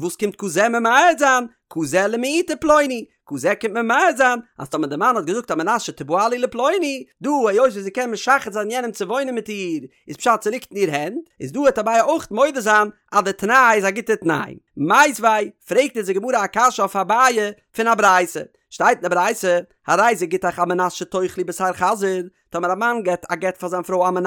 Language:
Yiddish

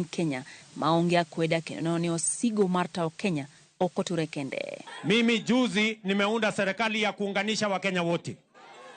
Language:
Luo (Kenya and Tanzania)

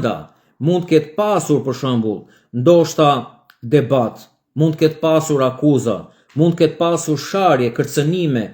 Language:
Albanian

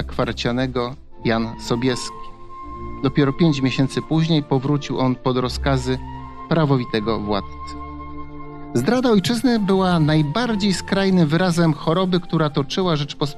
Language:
Polish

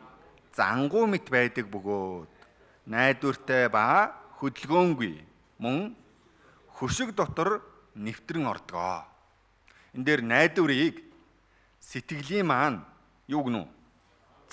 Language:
Mongolian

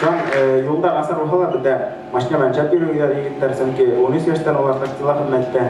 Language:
Bashkir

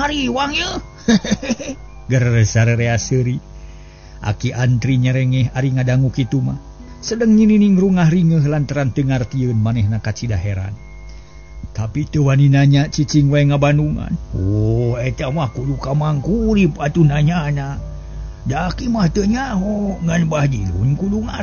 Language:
Sundanese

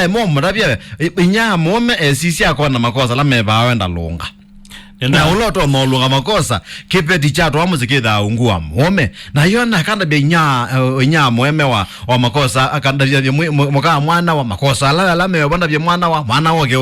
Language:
Kamba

